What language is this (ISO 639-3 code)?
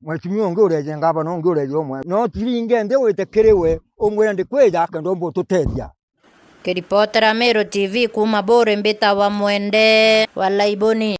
mer